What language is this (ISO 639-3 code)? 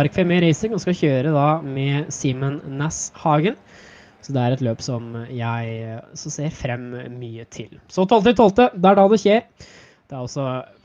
nor